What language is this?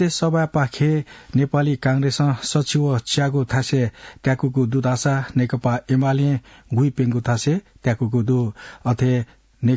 Newari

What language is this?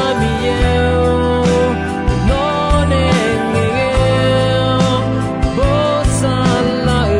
Akha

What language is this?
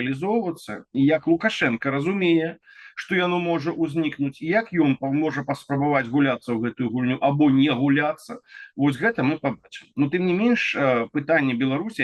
Belarusian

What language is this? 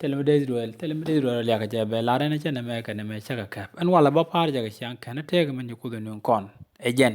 Nuer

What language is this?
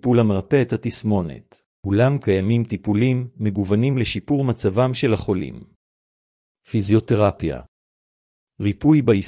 Hebrew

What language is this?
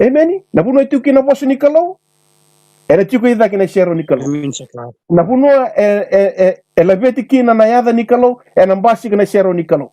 Fijian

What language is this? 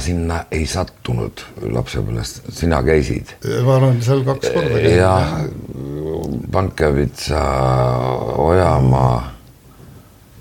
Estonian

